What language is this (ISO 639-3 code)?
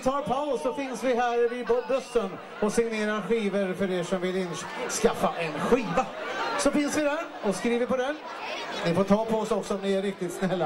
swe